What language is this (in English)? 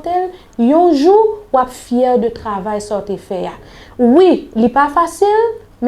Haitian Creole